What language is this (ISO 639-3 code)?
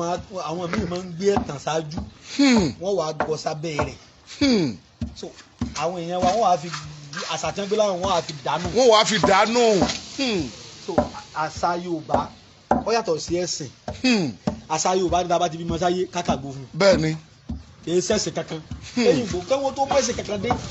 yor